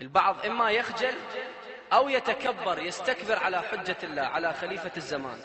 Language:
Arabic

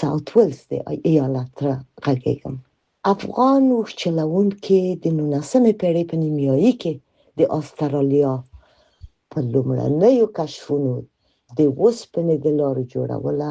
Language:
Pashto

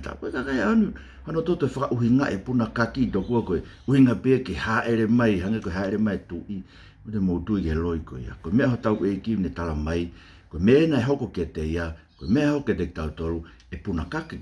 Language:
Tongan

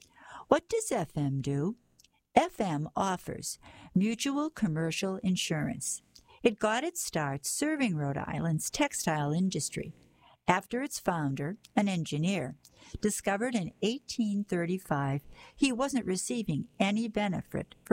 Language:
English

